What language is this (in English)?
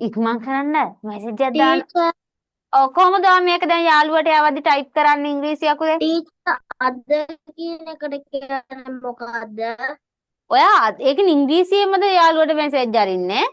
Sinhala